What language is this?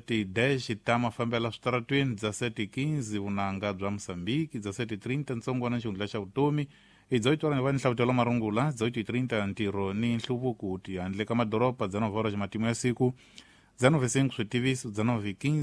Tsonga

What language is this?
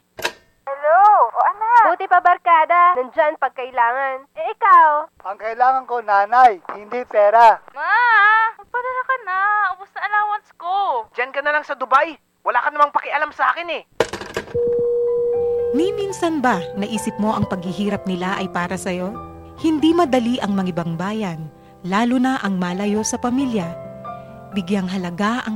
Filipino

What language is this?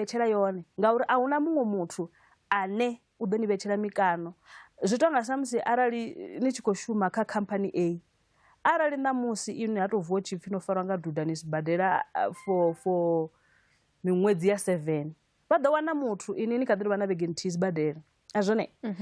Venda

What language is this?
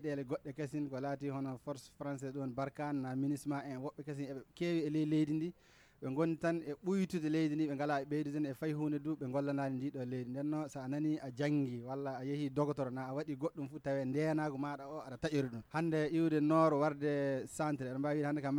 Nigerian Fulfulde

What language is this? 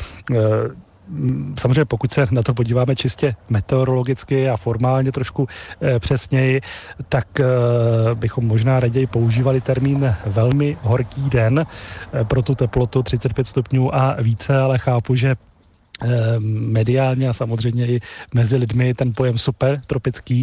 Czech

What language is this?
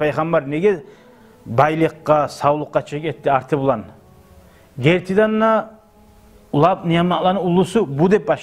Kumyk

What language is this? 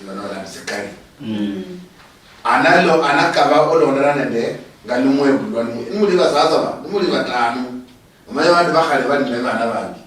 Luyia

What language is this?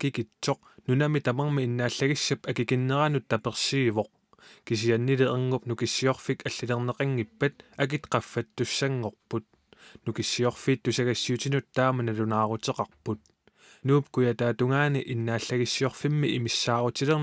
Kalaallisut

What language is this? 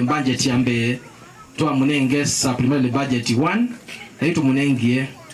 Kamba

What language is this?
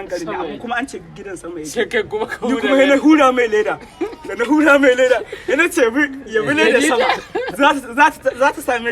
Hausa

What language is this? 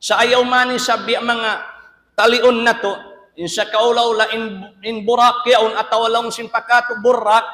Tausug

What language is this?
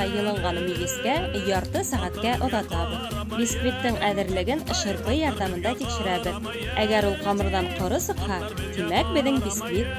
Bashkir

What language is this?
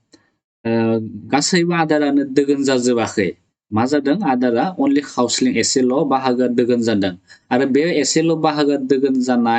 Bodo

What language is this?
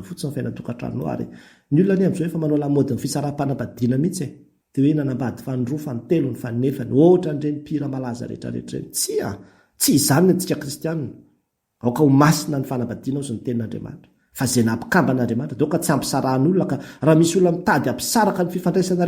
Malagasy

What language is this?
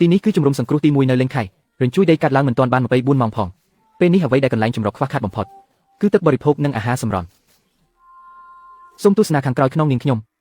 Khmer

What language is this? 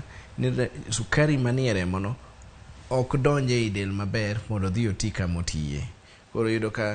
Luo (Kenya and Tanzania)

